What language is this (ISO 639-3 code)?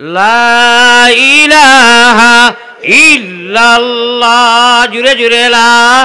syl